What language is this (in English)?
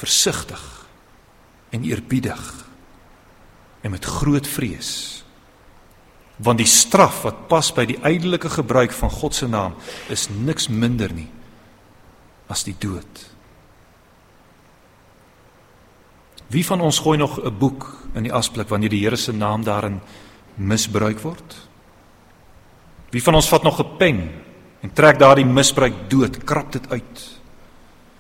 Afrikaans